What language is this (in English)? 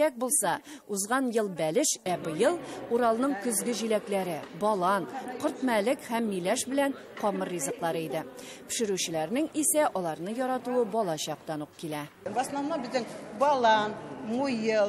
Tatar